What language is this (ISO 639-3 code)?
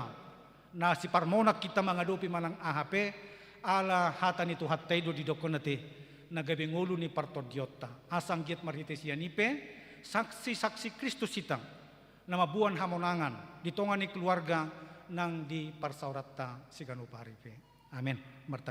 bbc